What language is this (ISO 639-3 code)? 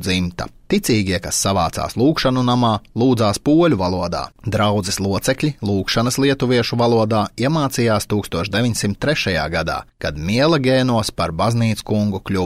lav